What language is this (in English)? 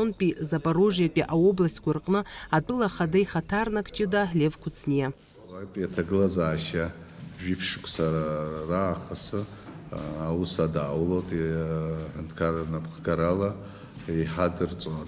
Abkhazian